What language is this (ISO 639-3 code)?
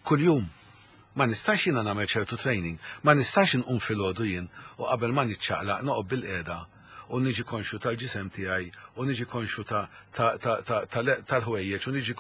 mlt